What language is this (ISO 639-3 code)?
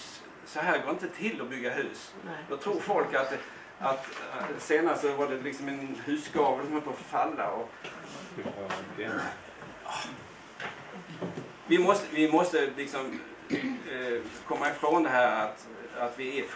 swe